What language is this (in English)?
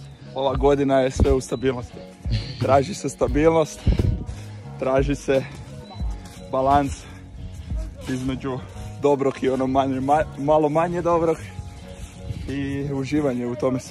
Croatian